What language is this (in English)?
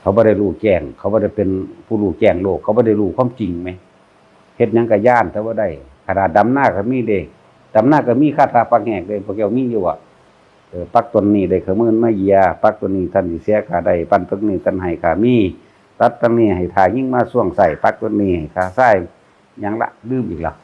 Northeastern Thai